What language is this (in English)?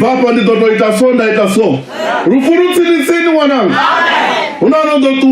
Venda